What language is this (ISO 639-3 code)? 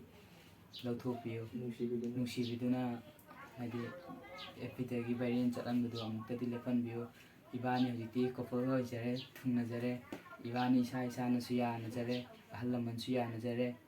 mni